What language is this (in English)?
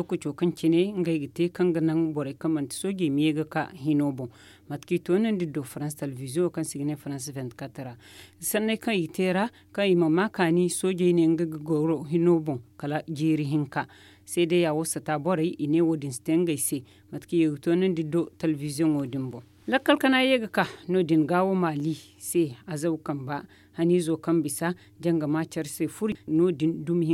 Zarma